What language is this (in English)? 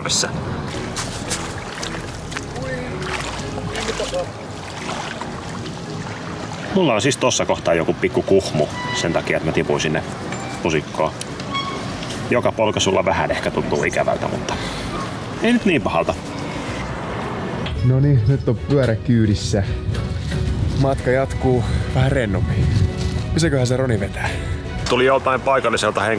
Finnish